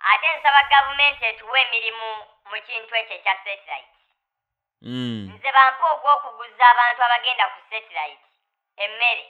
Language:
Ganda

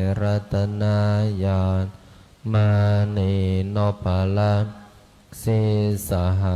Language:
Pali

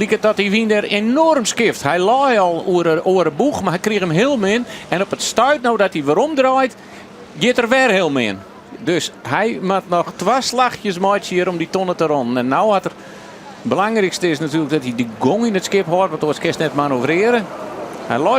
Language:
Western Frisian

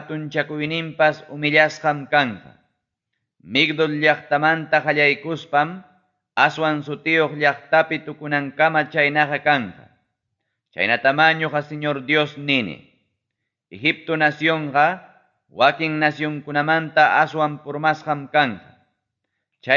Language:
Ayacucho Quechua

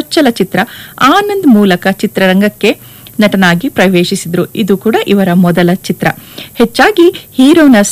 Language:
Kannada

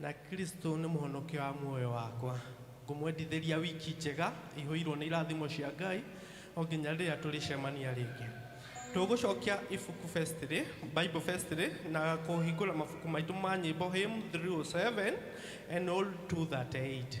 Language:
Kikuyu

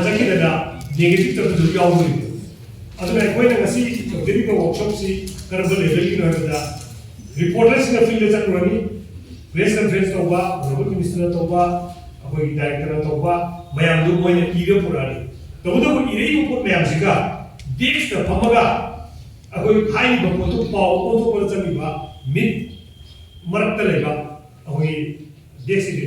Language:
Manipuri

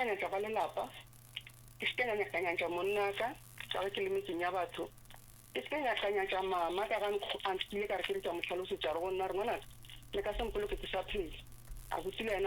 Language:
Northern Sotho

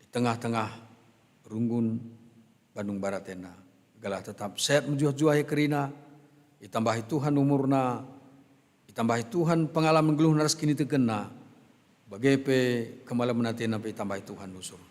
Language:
Batak Karo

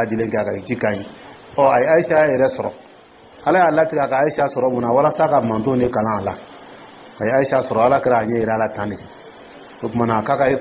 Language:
Dyula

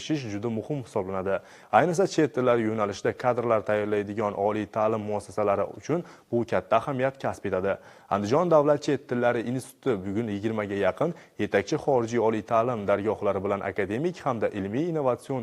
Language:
Uzbek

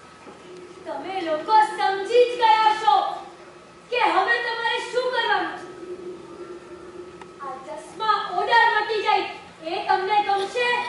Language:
Gujarati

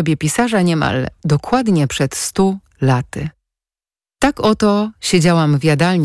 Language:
Polish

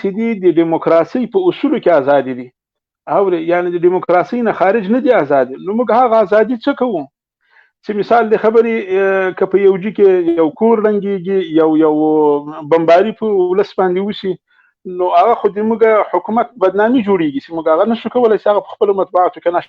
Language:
Pashto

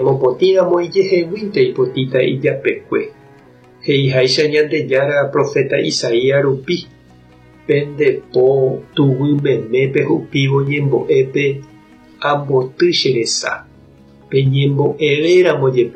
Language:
Guarani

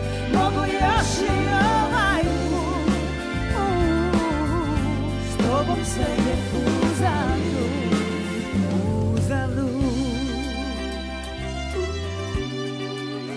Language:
Croatian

